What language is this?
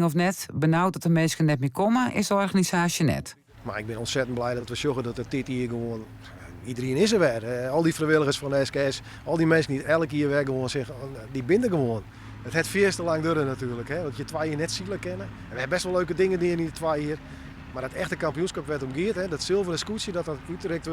Western Frisian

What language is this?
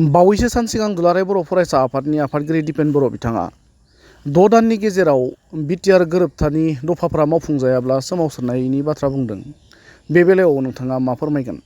Bodo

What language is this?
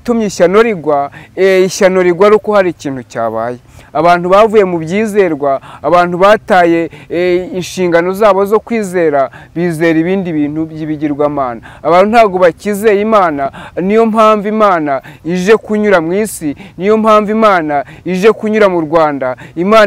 Kinyarwanda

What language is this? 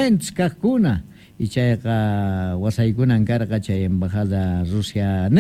South Bolivian Quechua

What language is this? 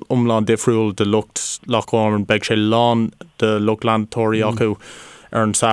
Irish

